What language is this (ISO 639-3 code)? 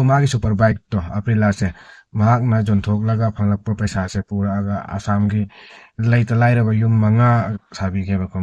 mni